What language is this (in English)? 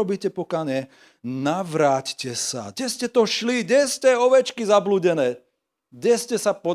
Slovak